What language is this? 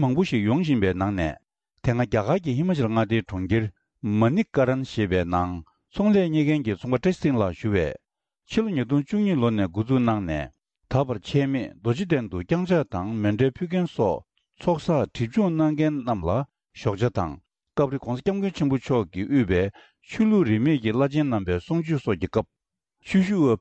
Tibetan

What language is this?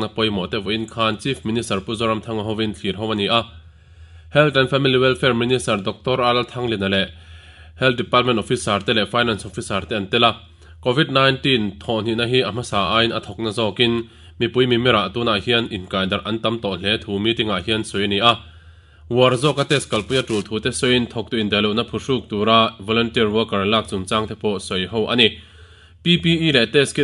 Mizo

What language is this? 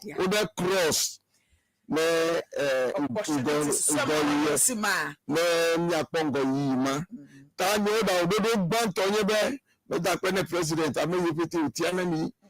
Ewe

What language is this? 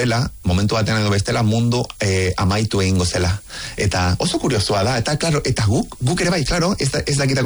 Basque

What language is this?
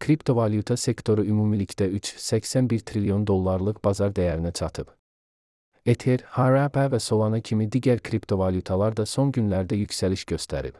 Azerbaijani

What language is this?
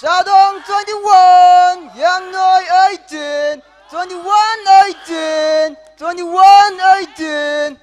Tangkhul Naga (India)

